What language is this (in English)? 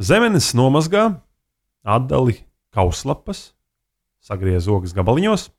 Latvian